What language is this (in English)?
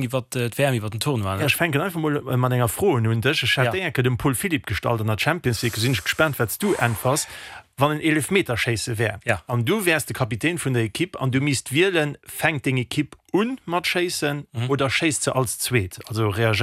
Luxembourgish